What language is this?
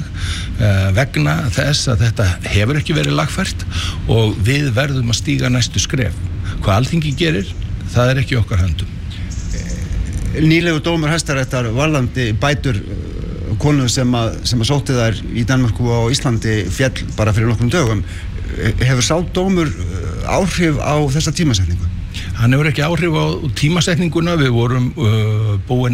Icelandic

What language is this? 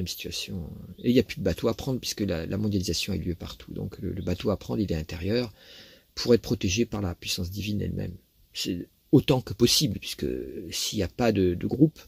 French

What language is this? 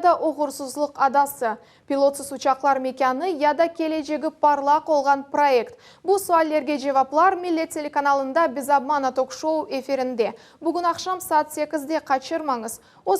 Crimean Tatar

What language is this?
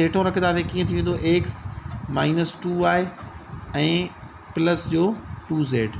Sindhi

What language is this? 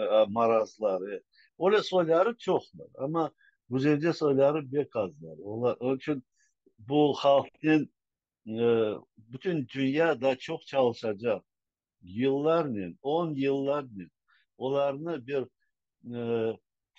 Crimean Tatar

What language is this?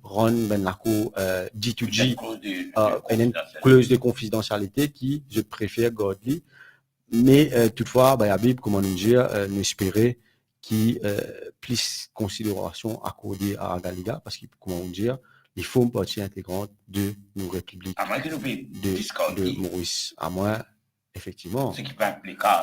Morisyen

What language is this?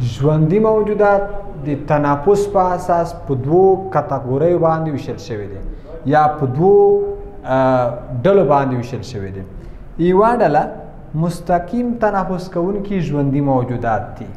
Pashto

